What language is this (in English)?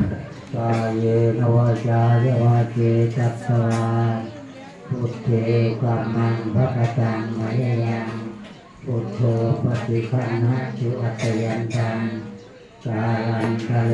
Pali